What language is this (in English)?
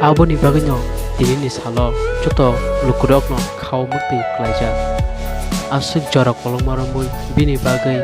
Kok Borok